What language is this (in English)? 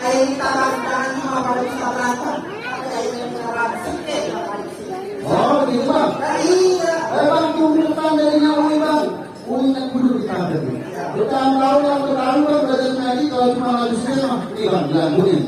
Betawi